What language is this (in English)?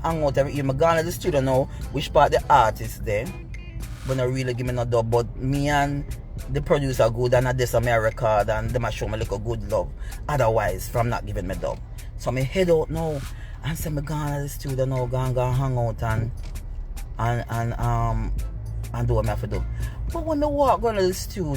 Jamaican Creole English